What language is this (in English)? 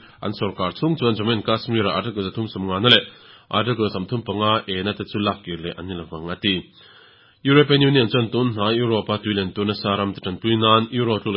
Mizo